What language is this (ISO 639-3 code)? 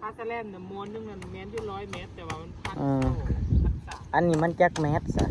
tts